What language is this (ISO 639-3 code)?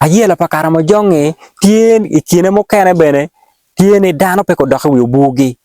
ach